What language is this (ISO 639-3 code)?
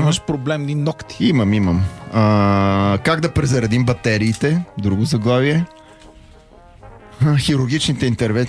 bul